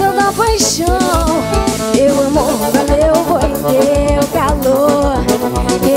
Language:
Portuguese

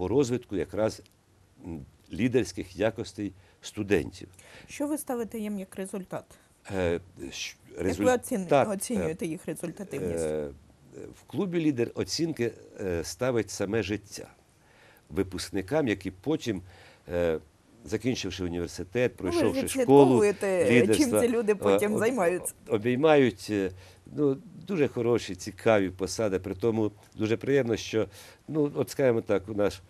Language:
Ukrainian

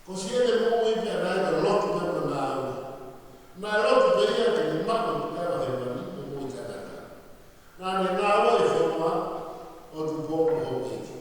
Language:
Tongan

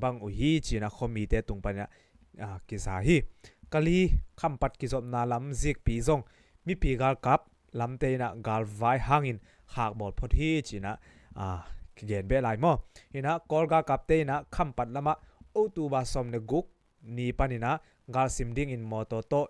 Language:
Tedim Chin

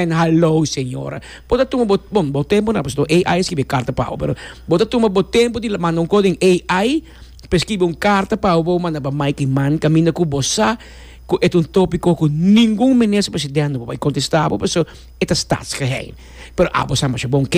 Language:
Papiamento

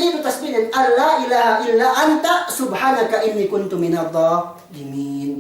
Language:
Yakan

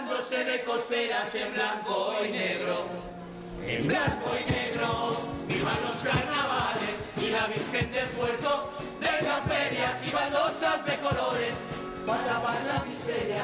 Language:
Spanish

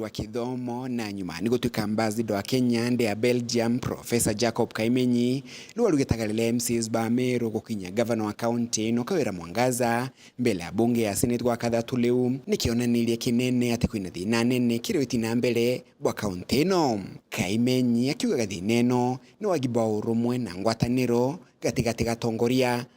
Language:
Meru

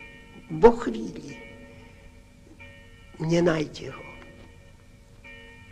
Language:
Slovak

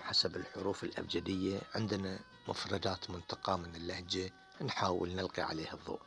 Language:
Gulf Arabic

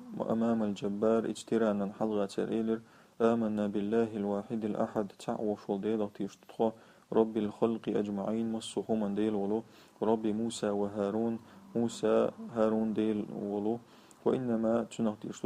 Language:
Chechen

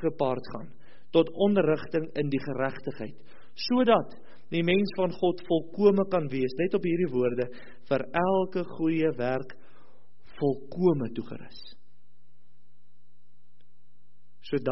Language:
Afrikaans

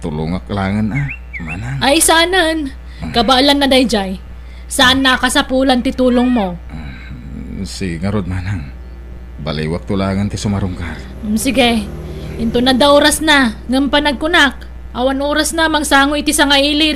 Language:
Iloko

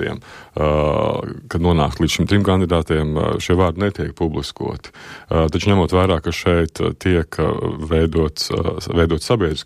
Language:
Latvian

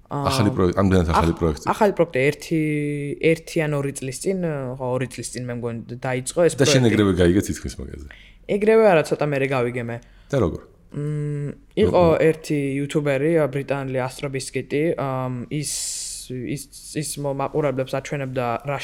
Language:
Georgian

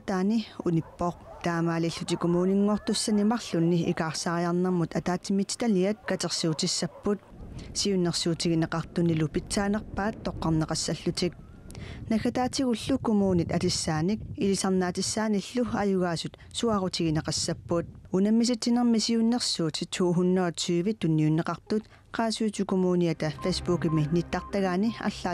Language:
Kalaallisut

